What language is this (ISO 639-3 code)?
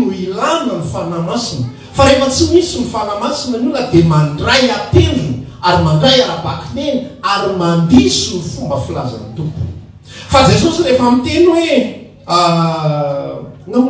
mlg